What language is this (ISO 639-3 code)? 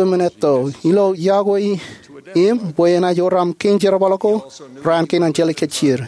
mah